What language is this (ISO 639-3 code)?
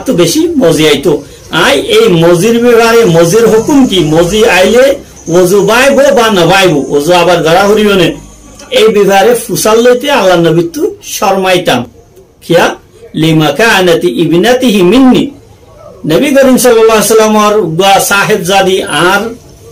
rhg